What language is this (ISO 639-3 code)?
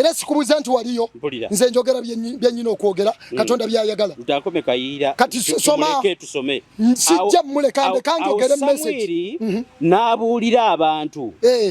lug